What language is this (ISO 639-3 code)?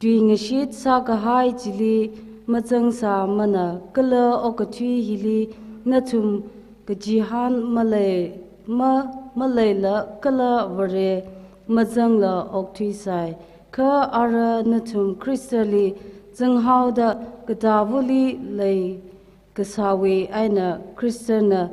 nmf